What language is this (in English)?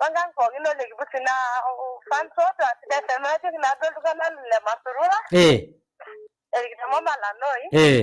Masai